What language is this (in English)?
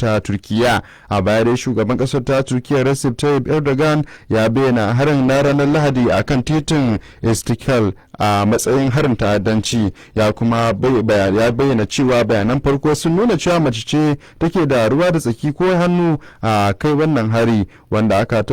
Hausa